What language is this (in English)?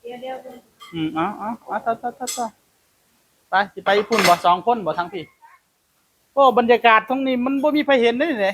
Northeastern Thai